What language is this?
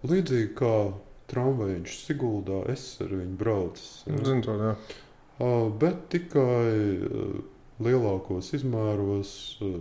Latvian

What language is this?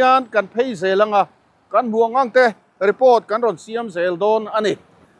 Mizo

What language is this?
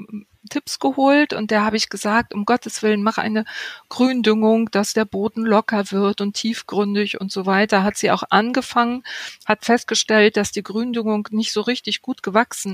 German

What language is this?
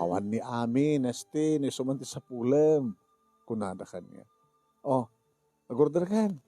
Iloko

